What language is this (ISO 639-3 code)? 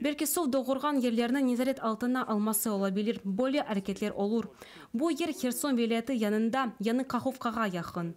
crh